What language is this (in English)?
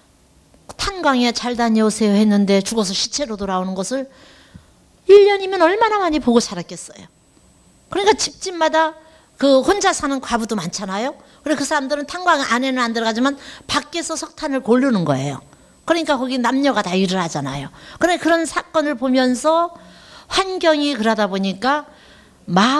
Korean